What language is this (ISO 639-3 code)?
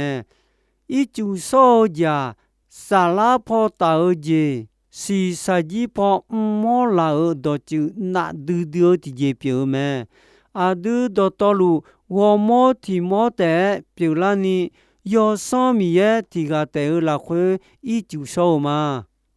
ahk